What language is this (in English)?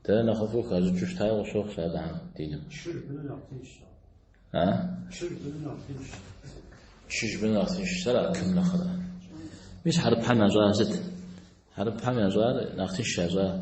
Kabardian